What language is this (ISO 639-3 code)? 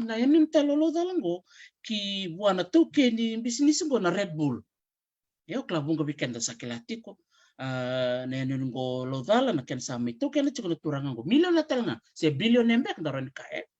fij